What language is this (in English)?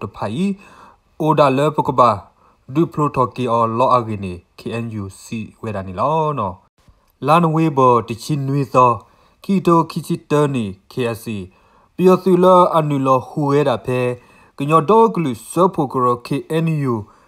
S'gaw Karen